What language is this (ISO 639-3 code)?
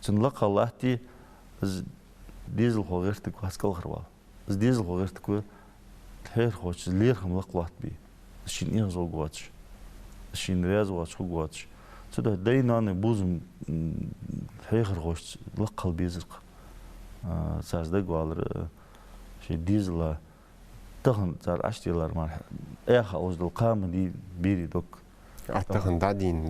inh